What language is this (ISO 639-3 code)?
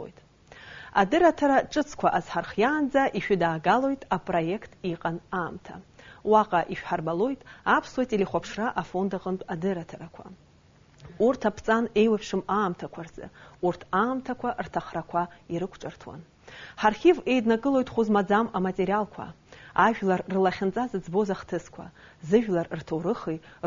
abk